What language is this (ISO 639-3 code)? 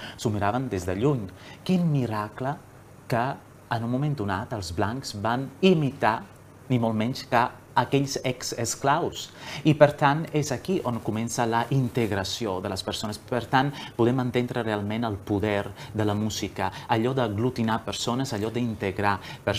cat